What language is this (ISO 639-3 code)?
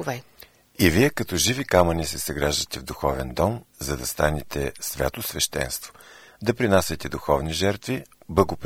bul